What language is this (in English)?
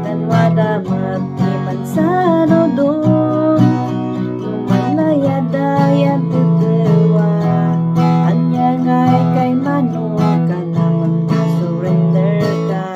Kankanaey